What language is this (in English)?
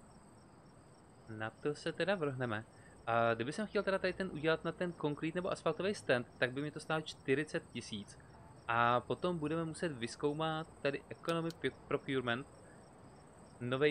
Czech